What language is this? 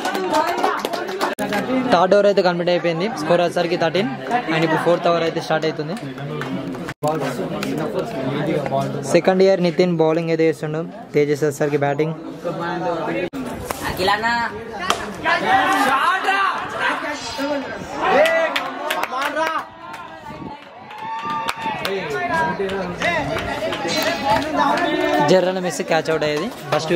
Telugu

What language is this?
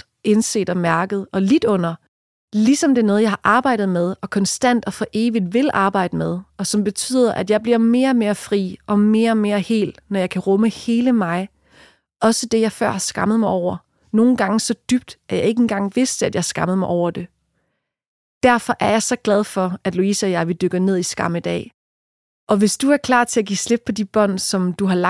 Danish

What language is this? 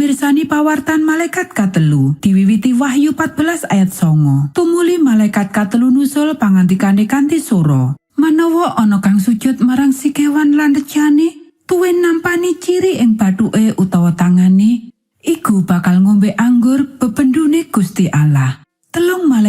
Javanese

